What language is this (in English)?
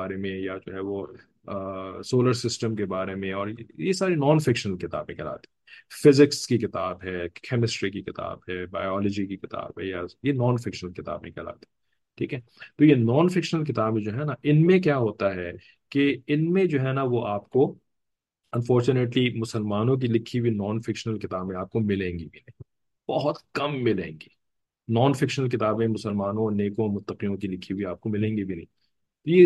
Urdu